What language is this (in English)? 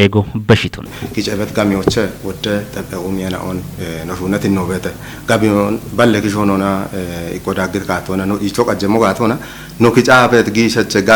Kafa